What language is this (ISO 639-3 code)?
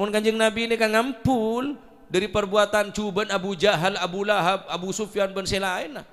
mad